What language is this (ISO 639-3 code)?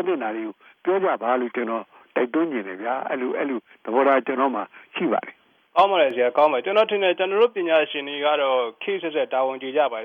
mya